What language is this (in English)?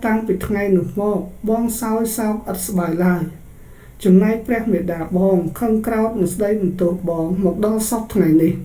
Khmer